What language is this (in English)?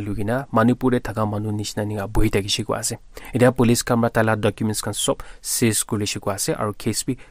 Naga Pidgin